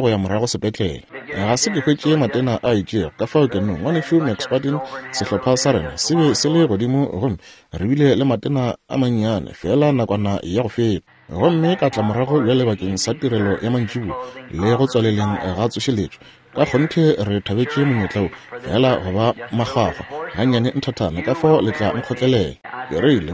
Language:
Northern Sotho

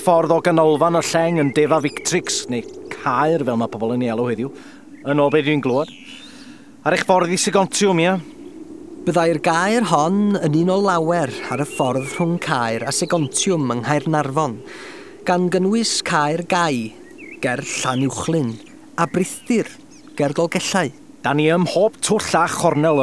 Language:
Welsh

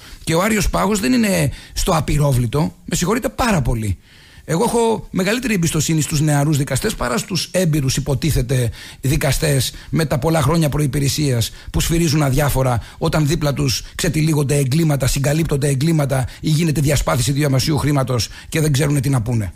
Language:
Greek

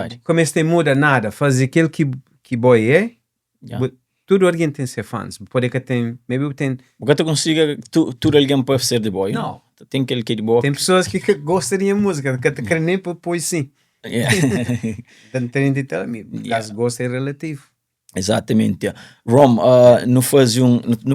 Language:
Kabuverdianu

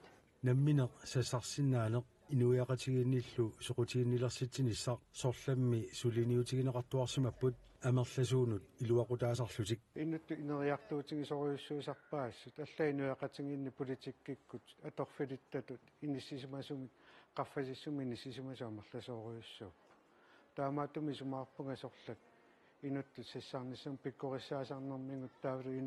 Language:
Kalaallisut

